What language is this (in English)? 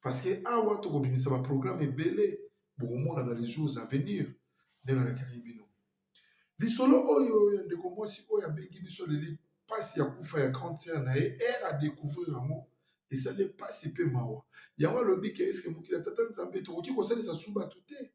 Lingala